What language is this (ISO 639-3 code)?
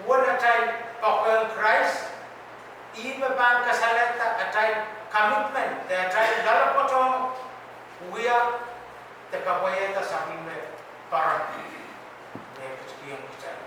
pon